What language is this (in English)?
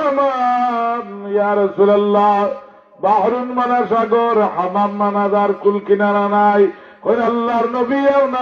Sylheti